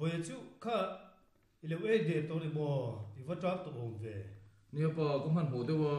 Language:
Mizo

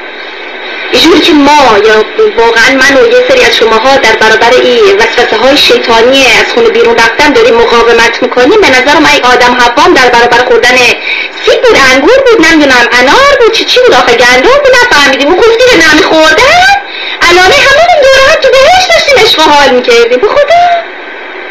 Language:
Persian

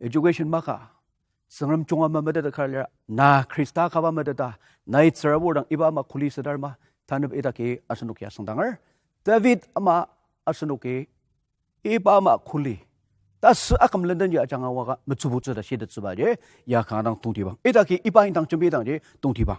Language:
Ao Naga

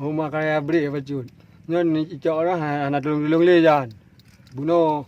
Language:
Achinese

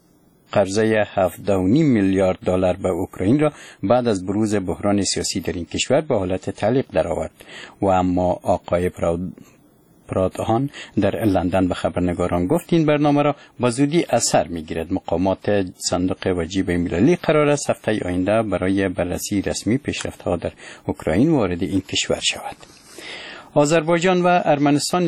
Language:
Persian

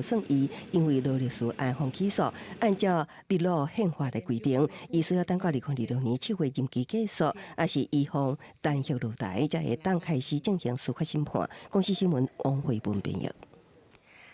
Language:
Min Nan Chinese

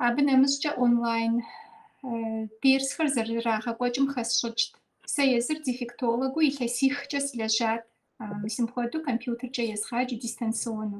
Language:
Kabardian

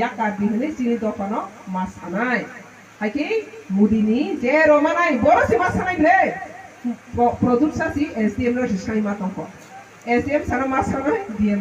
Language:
Kok Borok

